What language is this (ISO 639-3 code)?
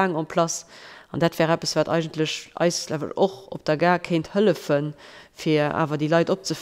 ltz